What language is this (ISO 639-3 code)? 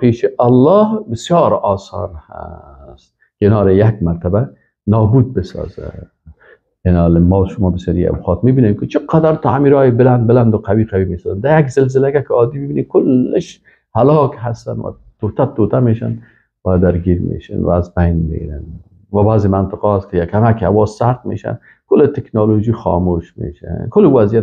fas